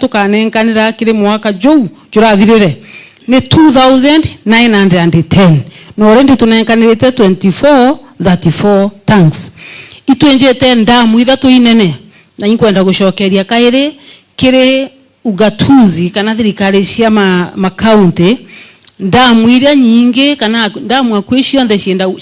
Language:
Meru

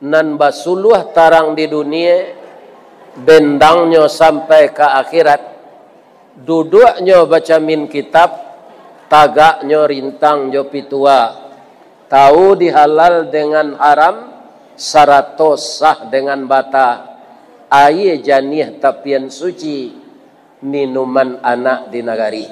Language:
Minangkabau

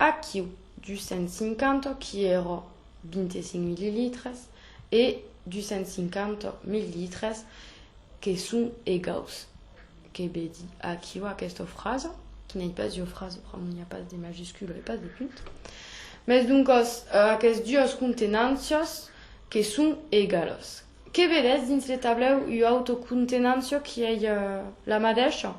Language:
Occitan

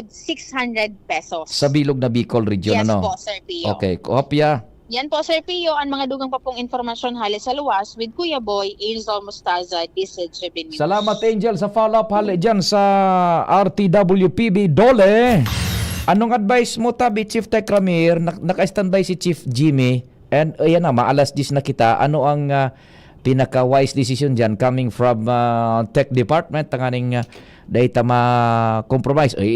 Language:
Bikol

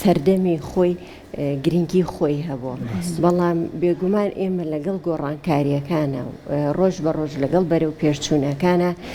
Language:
Central Kurdish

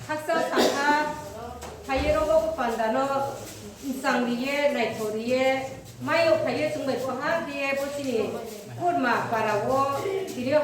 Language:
Riang (India)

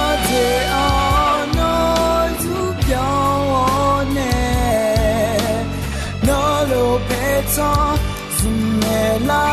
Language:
Akha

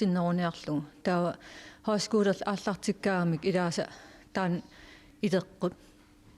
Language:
Kalaallisut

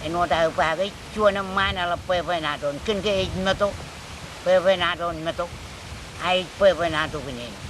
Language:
Marshallese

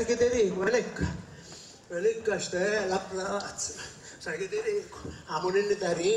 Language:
Sicilian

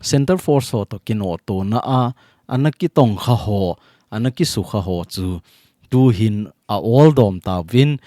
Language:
Thado Chin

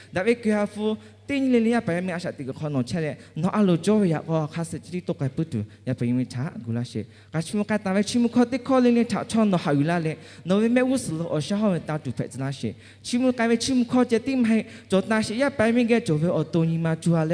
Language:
Lahu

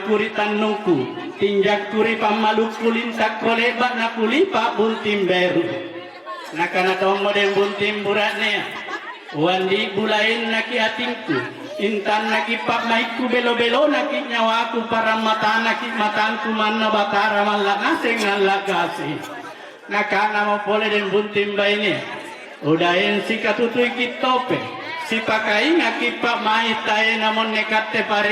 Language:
Makasar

